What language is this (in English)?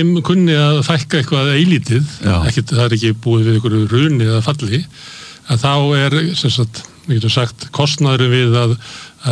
Icelandic